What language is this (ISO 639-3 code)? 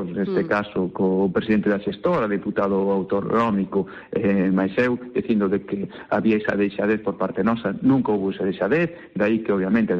glg